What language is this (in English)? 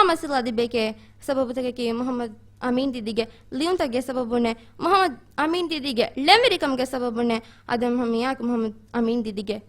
Divehi